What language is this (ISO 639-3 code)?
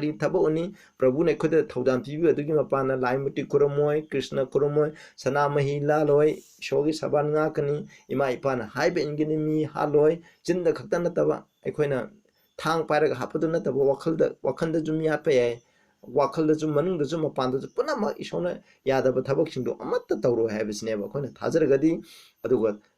mni